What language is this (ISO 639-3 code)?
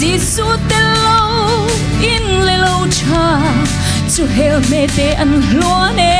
cnh